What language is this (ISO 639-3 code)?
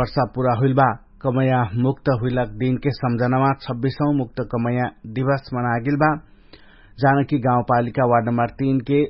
thl